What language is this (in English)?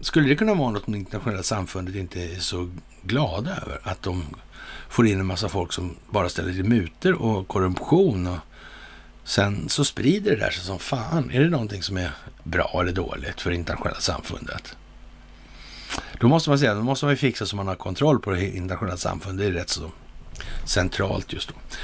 Swedish